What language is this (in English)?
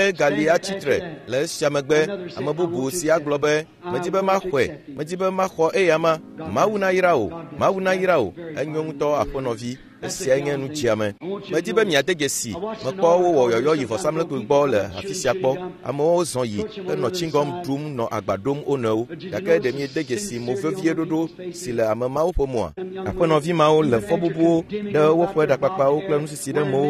Ewe